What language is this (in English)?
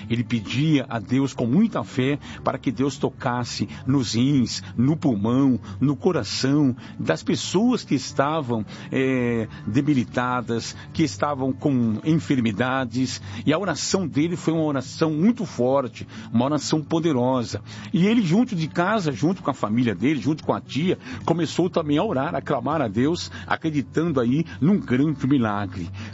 Portuguese